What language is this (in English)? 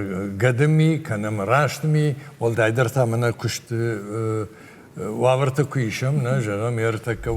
Ossetic